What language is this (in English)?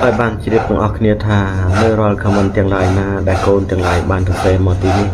Khmer